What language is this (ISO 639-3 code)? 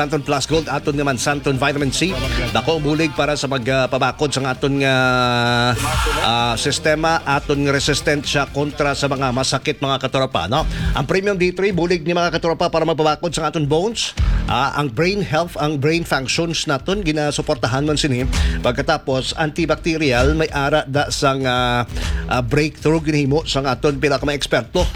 hil